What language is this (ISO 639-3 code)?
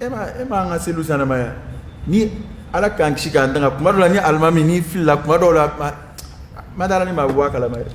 dyu